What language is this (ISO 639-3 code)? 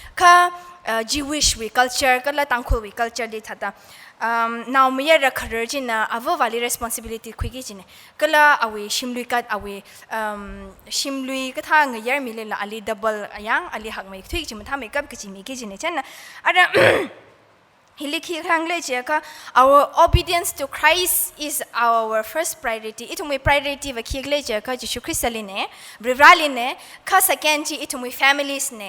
nmf